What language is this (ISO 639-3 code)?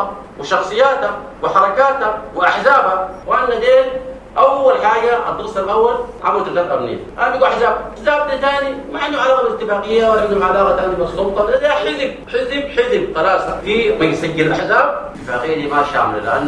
apd